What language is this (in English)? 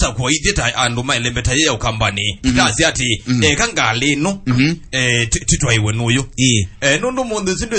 Kamba